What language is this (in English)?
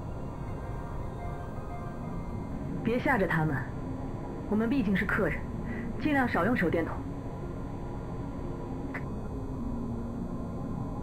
Chinese